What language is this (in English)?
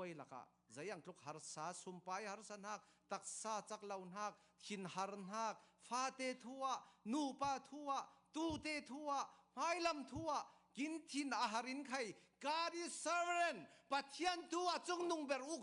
Falam Chin